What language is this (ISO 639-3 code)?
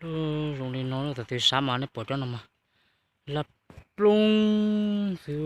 hmn